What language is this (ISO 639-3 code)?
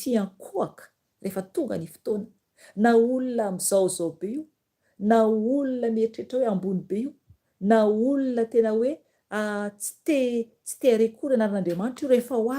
mlg